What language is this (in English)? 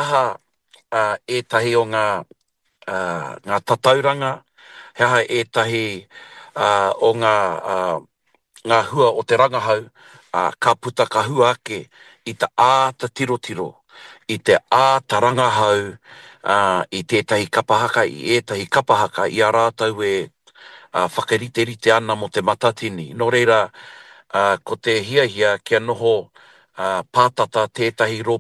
Māori